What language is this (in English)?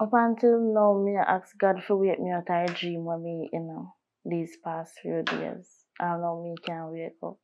Jamaican Creole English